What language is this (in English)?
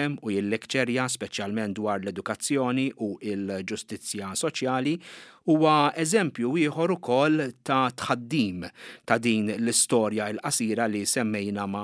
Maltese